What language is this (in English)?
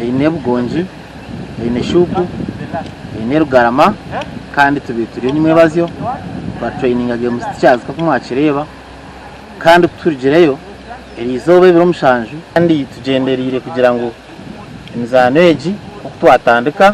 Nyankole